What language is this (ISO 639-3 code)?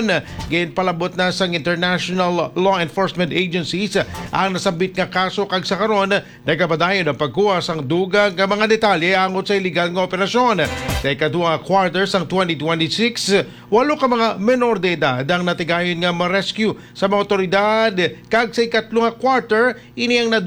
hil